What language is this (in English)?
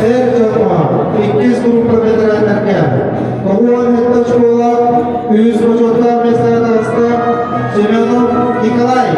Yakut